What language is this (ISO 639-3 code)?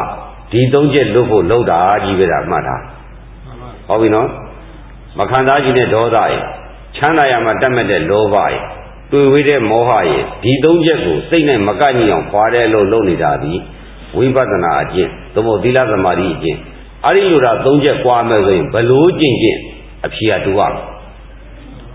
mya